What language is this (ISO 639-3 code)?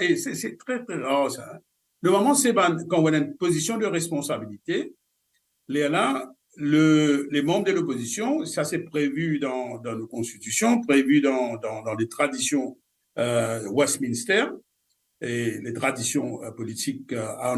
mfe